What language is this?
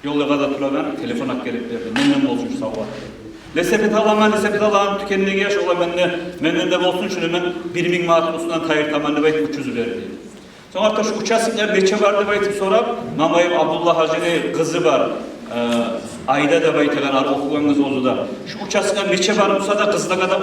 Kumyk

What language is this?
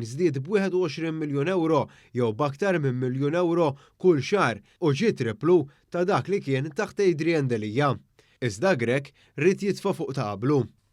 Maltese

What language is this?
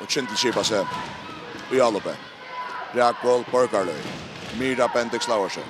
Faroese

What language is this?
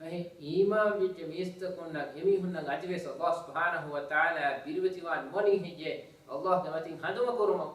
Divehi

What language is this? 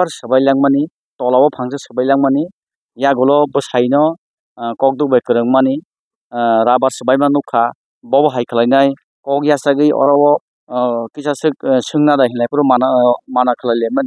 Kok Borok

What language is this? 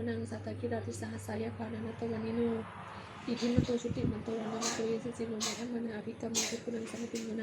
Pali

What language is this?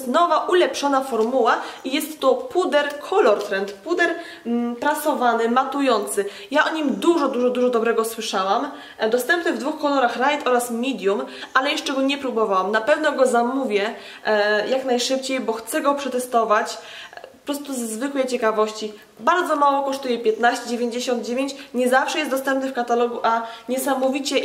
Polish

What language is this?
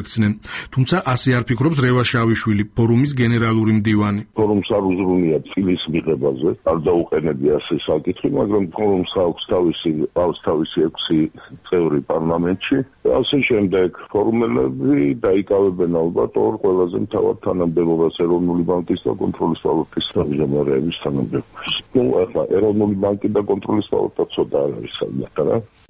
Georgian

